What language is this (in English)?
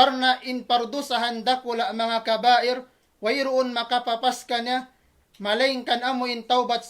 Tausug